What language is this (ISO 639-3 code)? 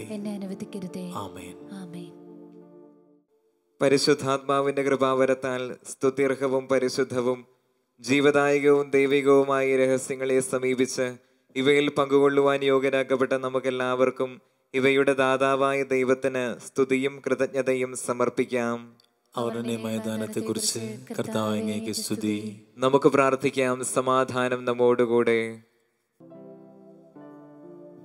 mal